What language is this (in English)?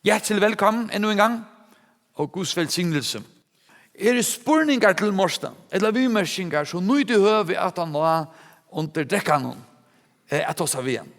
Faroese